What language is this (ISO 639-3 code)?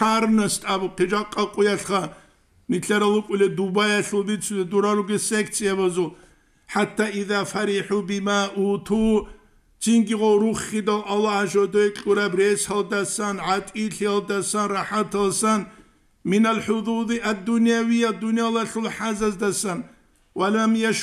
ava